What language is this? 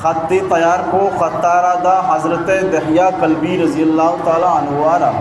Baluchi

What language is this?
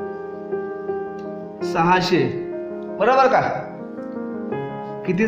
Marathi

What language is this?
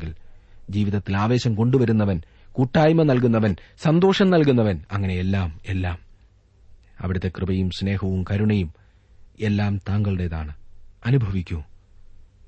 Malayalam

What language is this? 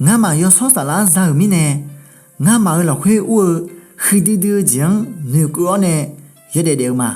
Akha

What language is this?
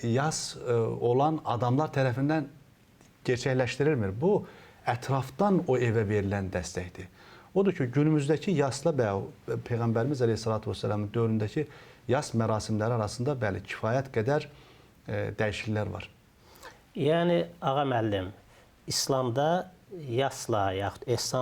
Azerbaijani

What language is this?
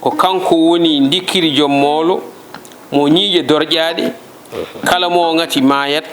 Fula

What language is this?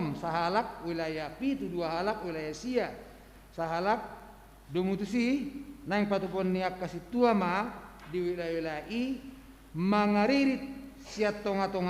Batak Toba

